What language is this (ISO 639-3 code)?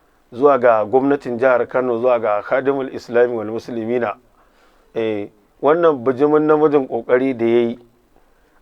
hau